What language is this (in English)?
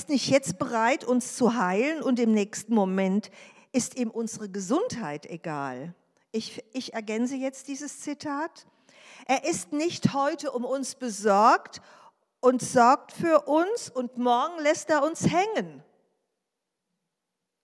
German